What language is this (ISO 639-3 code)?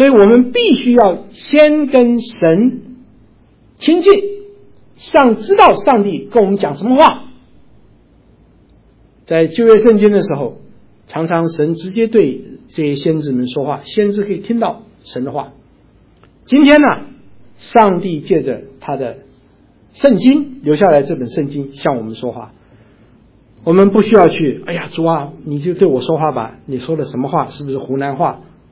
zho